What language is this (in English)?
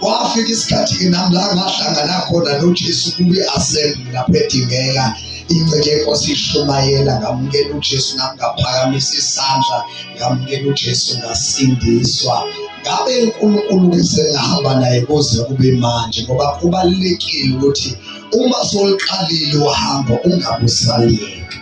Zulu